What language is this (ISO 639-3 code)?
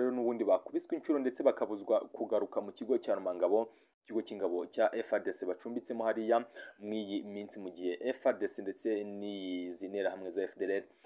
kin